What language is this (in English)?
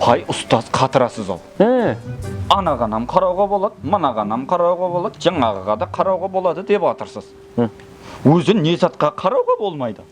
Kara-Kalpak